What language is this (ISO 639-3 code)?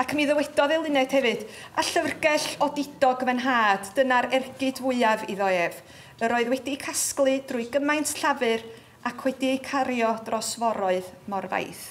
cym